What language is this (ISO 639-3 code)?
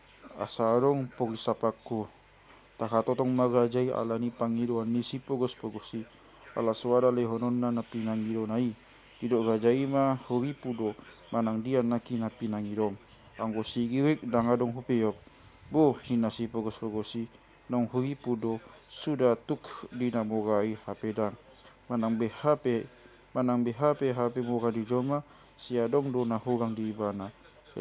bbc